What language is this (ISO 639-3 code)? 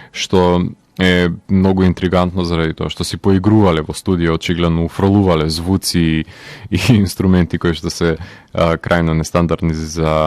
mkd